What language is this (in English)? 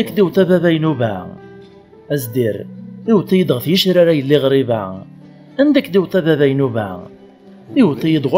Kabyle